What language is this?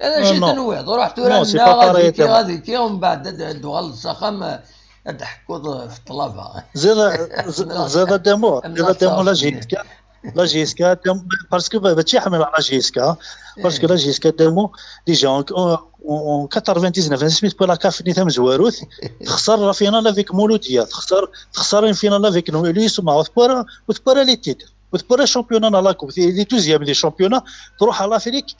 Kabyle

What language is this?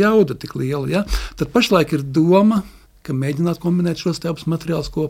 Latvian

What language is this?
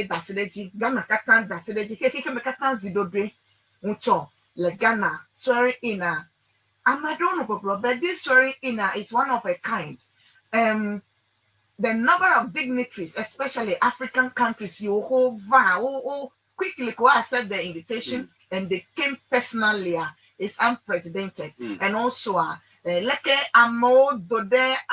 Ewe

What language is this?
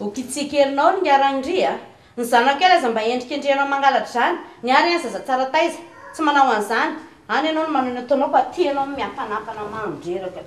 Malagasy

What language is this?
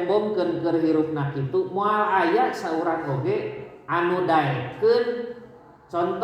Sundanese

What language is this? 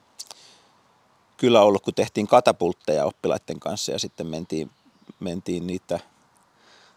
Finnish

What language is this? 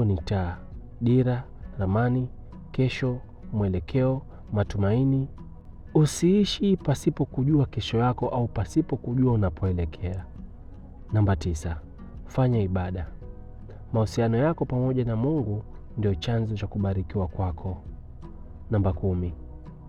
Swahili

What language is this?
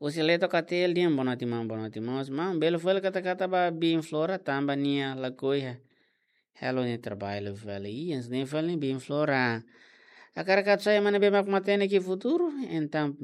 Tetum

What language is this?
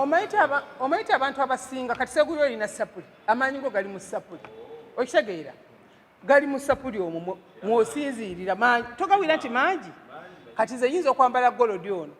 Ganda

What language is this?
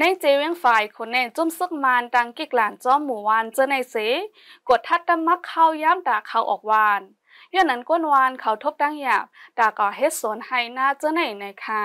Shan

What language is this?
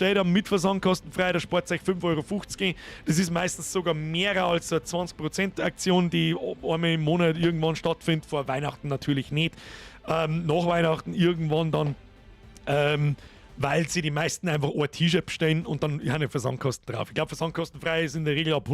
Bavarian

